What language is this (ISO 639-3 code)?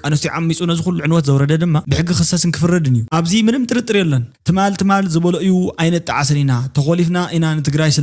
tir